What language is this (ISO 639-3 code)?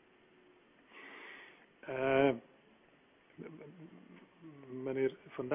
nld